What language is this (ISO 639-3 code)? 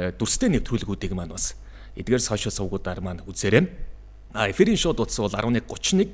mon